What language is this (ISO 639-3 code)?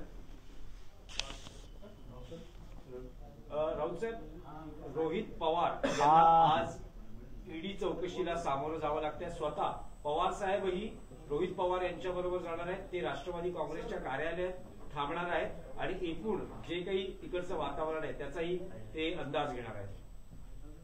mar